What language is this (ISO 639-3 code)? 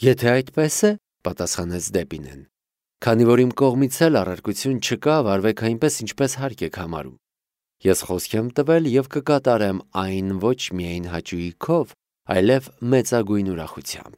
hye